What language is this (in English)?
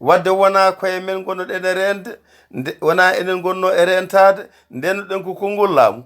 Fula